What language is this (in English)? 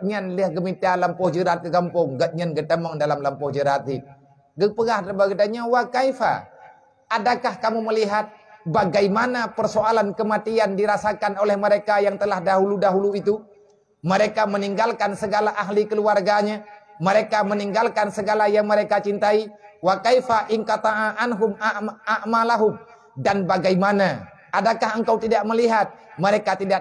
Achinese